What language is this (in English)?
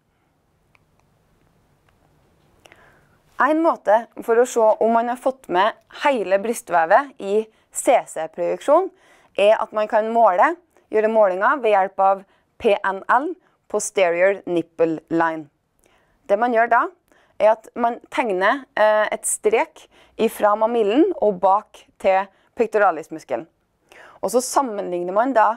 Norwegian